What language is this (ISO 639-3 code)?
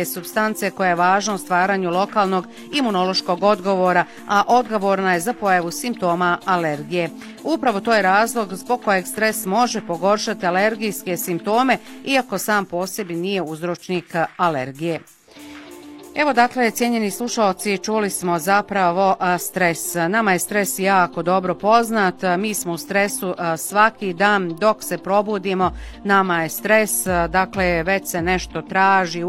bos